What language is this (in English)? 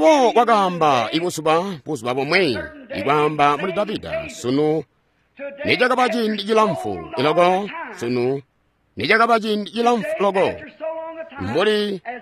Tonga (Zambia)